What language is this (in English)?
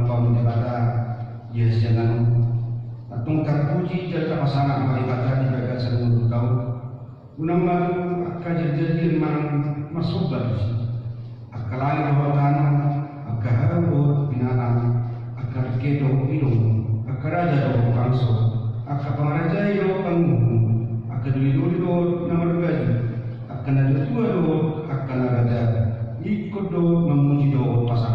Batak Toba